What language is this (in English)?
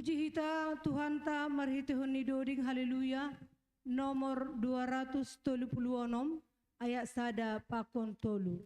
Batak Simalungun